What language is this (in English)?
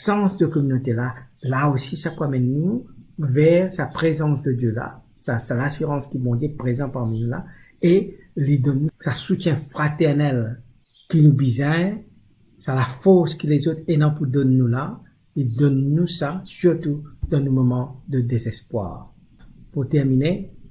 Morisyen